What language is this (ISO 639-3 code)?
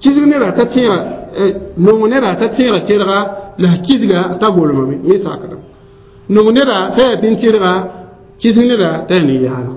mos